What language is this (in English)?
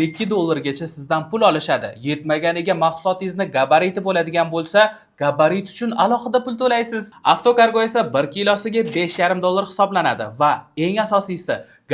Uzbek